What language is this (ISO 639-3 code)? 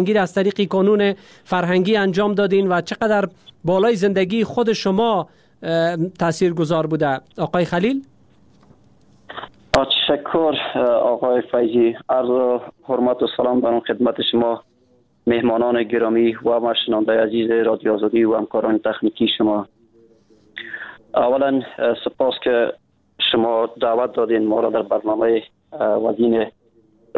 fas